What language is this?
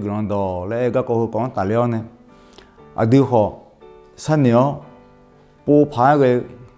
Akha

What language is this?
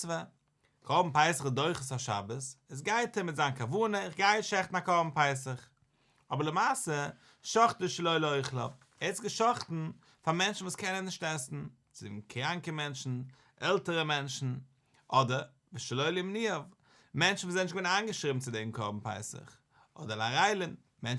Yiddish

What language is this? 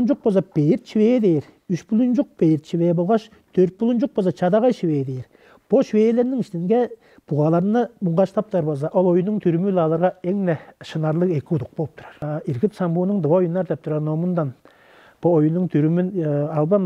Tuvinian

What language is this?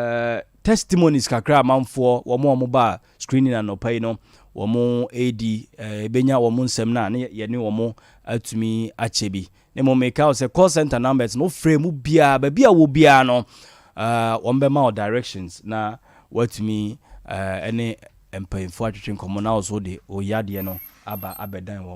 Akan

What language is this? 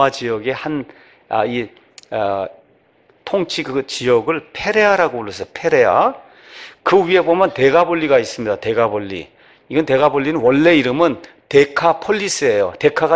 Korean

